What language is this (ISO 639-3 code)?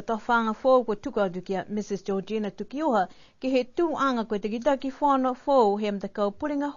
niu